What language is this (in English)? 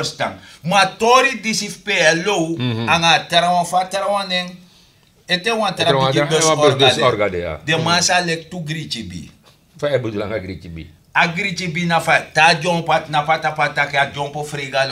Sranan Tongo